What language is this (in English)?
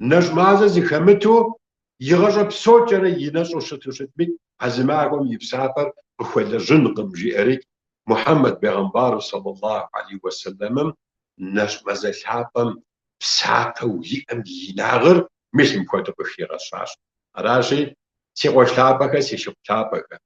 Kabardian